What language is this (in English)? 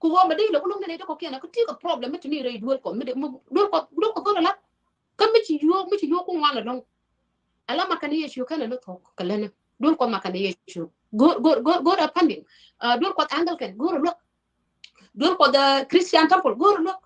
Nuer